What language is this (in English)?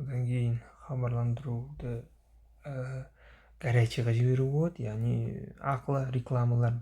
Kazakh